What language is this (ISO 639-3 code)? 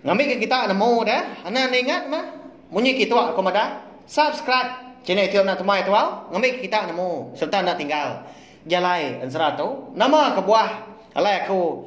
iba